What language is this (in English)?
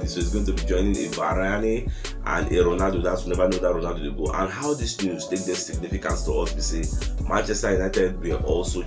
Nigerian Pidgin